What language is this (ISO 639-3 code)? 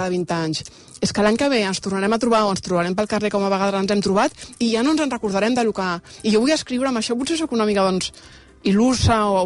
cat